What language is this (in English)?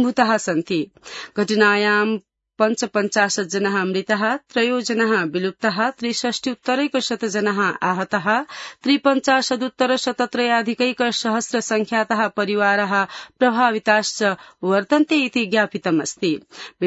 Sanskrit